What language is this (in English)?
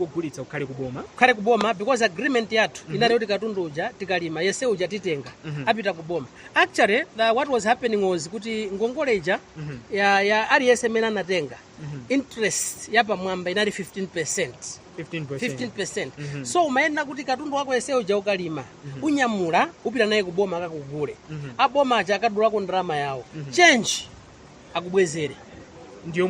Nyanja